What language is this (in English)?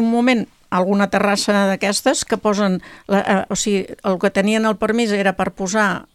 Catalan